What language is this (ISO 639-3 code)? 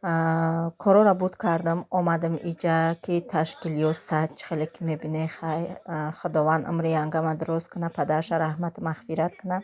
tgk